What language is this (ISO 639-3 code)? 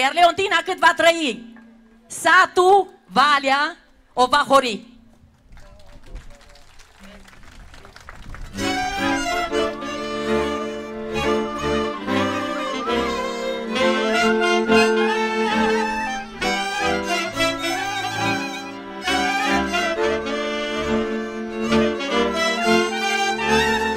ron